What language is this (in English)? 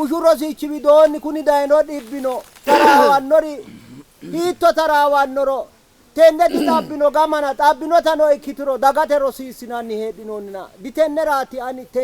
Sidamo